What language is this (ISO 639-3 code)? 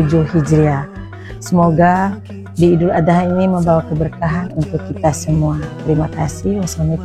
ind